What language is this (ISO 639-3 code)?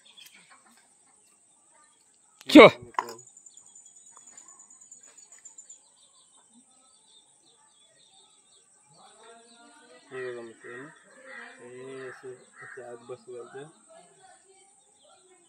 mar